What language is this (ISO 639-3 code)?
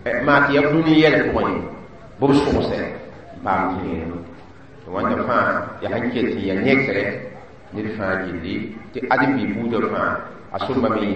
mos